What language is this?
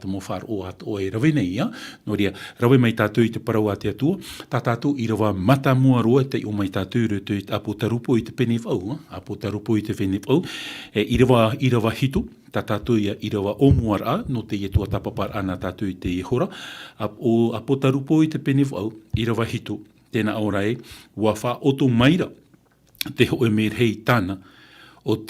Tahitian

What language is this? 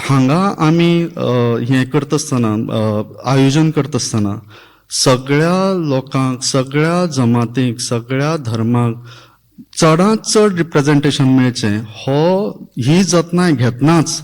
Konkani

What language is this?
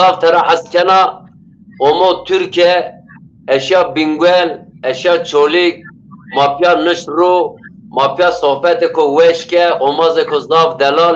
Zaza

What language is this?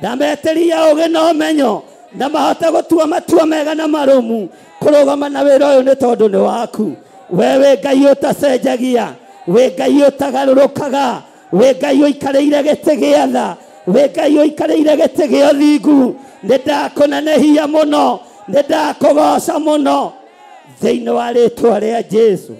Kikuyu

